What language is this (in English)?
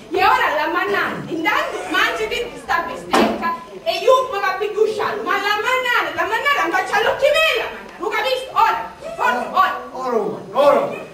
Sicilian